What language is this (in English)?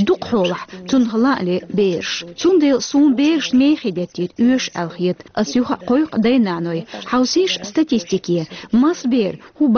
Chechen